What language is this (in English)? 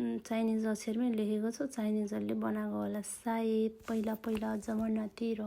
Nepali